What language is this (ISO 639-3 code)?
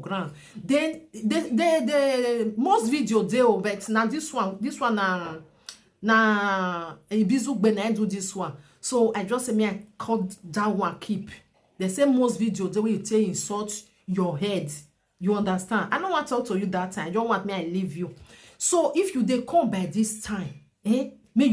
pcm